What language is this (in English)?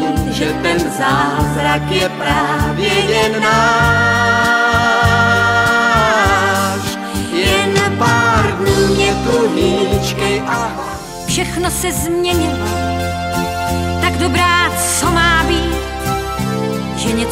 Czech